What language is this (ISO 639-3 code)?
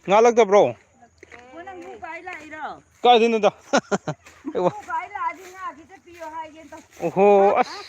mni